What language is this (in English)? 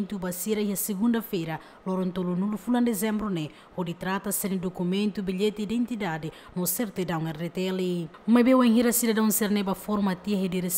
Tetum